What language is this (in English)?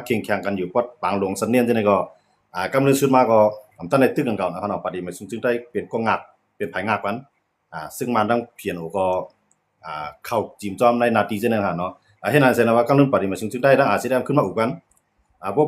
Shan